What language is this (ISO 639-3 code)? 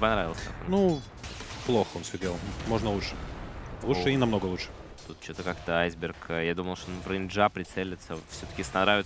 rus